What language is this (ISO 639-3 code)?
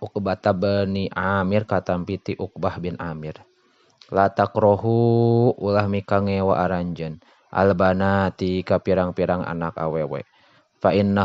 sun